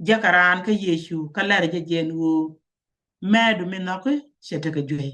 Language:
Nuer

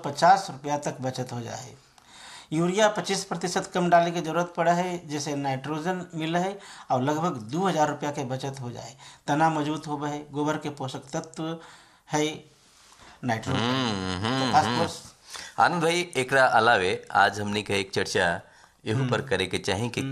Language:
Bhojpuri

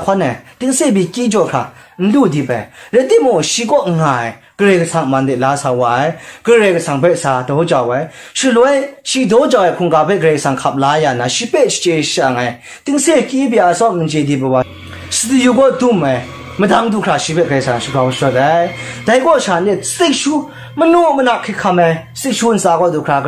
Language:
Kachin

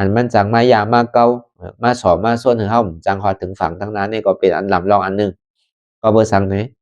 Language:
Shan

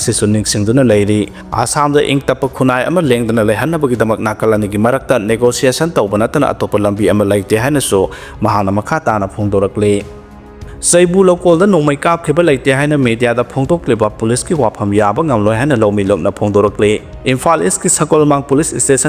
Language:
Manipuri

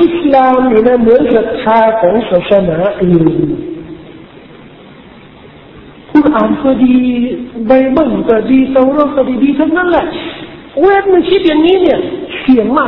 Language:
Thai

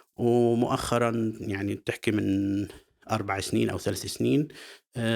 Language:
North Levantine Arabic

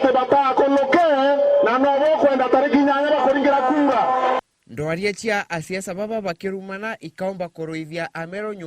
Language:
Meru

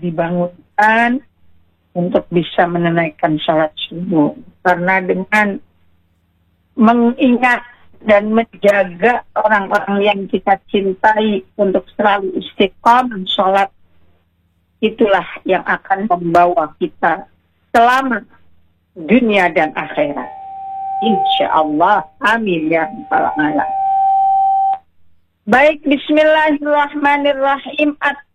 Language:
Indonesian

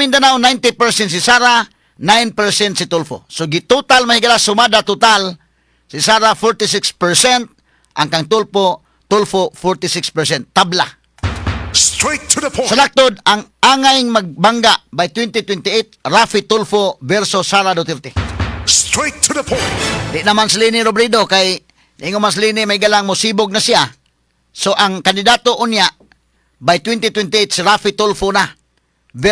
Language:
Cebuano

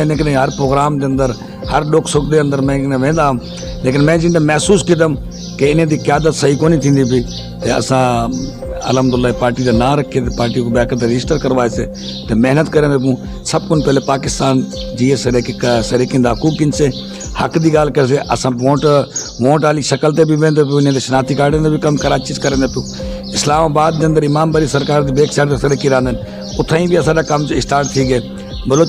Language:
Saraiki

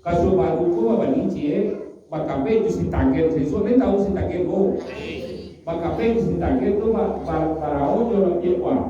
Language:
Minangkabau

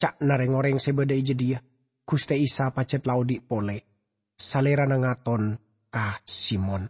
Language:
Madurese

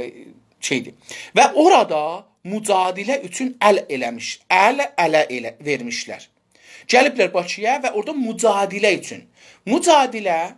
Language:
South Azerbaijani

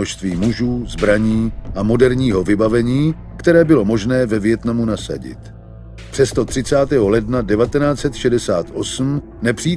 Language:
Czech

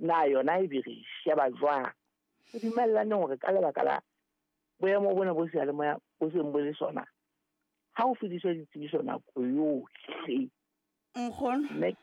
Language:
Southern Sotho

